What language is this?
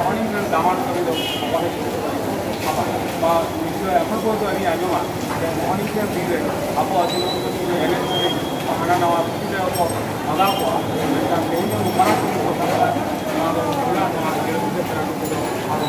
Santali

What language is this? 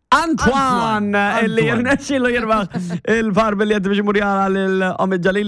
Maltese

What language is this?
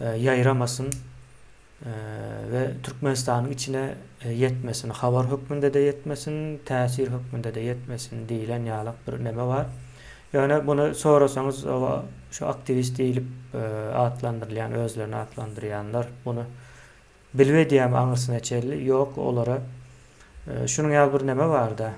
Turkmen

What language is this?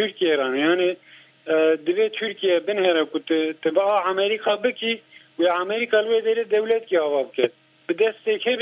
Kurdish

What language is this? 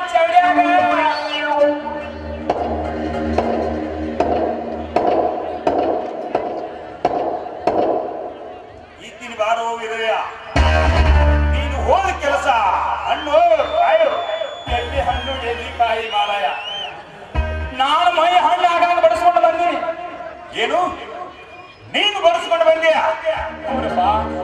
Kannada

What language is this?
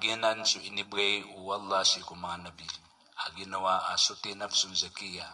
Maranao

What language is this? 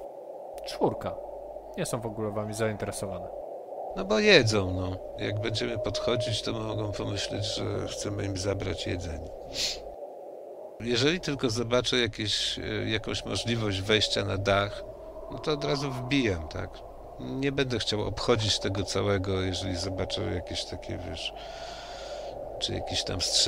Polish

